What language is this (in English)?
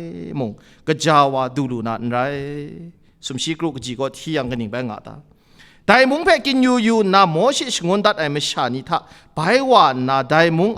Kachin